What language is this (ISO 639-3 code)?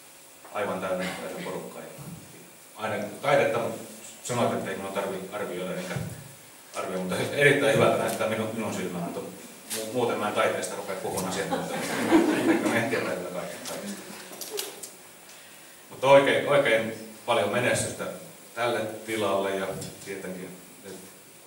fin